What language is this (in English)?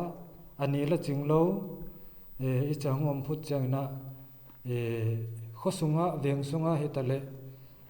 Paite Chin